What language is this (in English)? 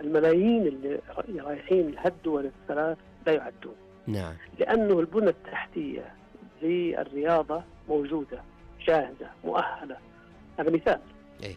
Najdi Arabic